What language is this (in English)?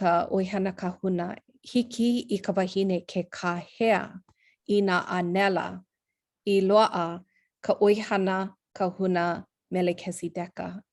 Hawaiian